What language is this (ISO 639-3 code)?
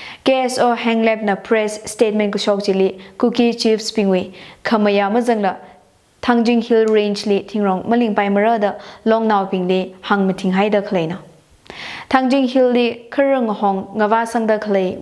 nmf